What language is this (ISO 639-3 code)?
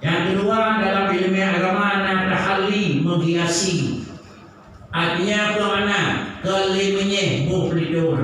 ace